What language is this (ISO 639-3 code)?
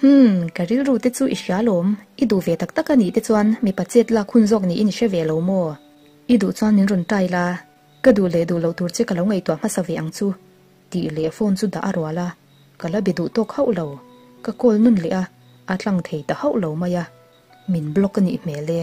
lus